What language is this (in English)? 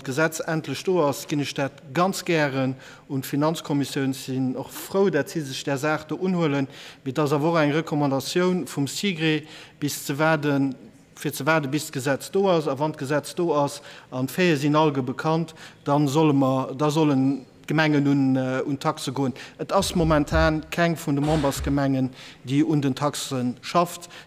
Luxembourgish